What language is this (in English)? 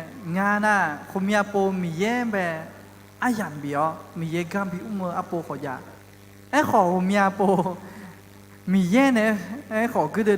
Akha